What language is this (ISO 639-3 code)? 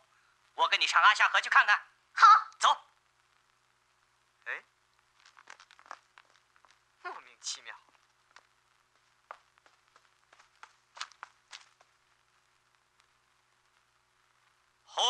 zho